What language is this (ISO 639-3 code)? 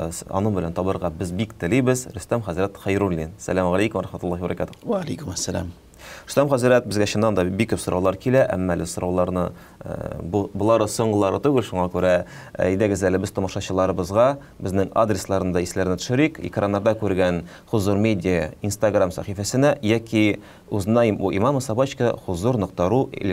tat